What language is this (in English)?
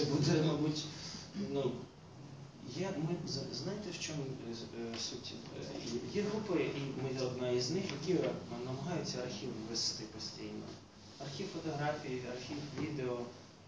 Ukrainian